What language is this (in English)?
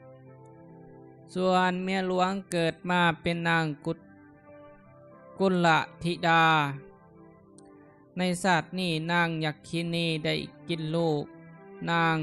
Lao